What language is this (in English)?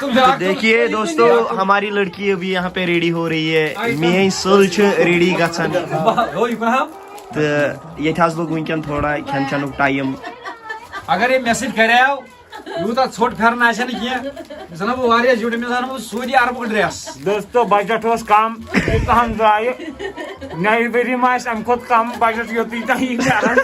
Kashmiri